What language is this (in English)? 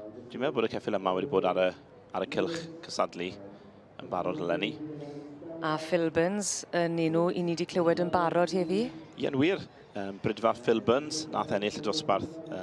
Welsh